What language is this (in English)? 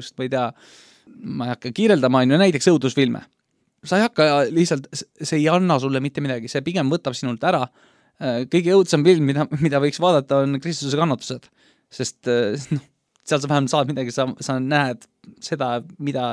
Estonian